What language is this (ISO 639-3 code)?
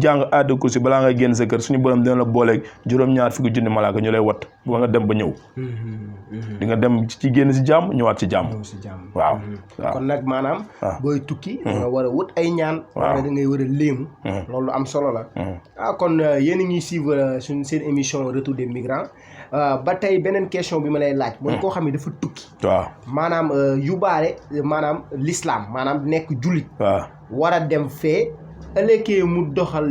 wol